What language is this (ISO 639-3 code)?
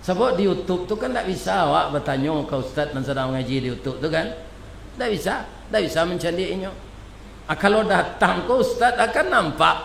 min